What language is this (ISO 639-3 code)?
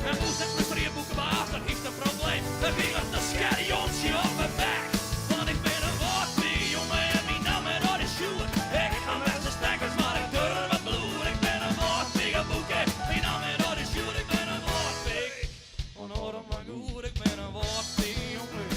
fry